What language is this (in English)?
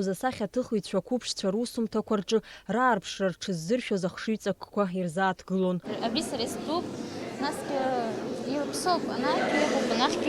Abkhazian